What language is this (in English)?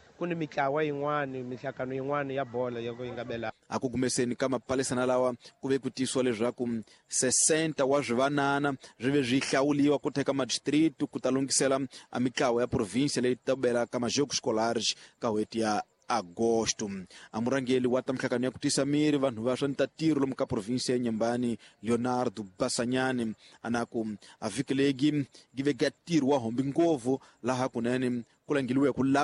Tsonga